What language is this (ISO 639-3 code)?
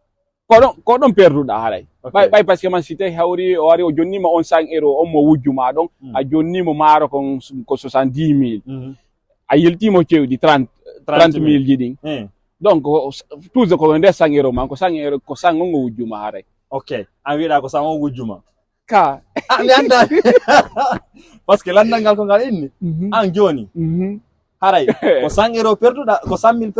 ful